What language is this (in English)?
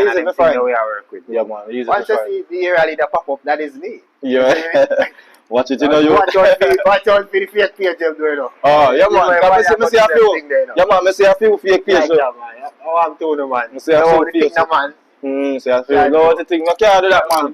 Jamaican Creole English